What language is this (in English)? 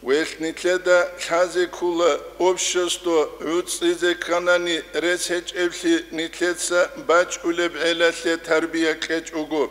Avaric